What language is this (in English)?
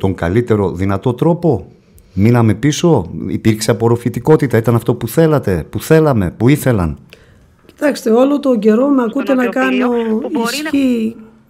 Greek